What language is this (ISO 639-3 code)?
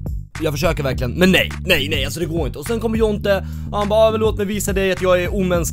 swe